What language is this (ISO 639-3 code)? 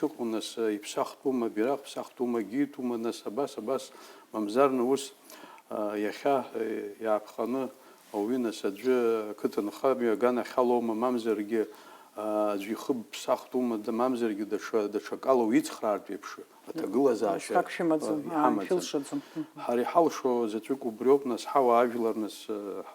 abk